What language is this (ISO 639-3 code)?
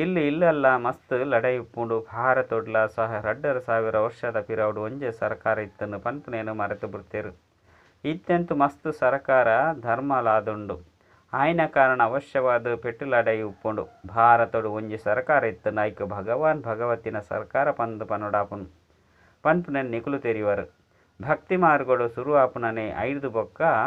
tcy